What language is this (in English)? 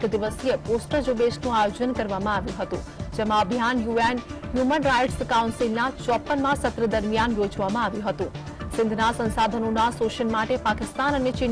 Gujarati